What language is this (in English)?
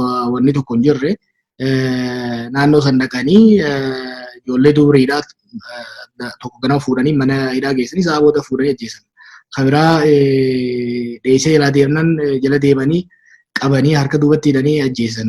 Oromo